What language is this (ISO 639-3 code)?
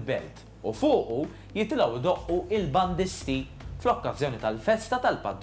mlt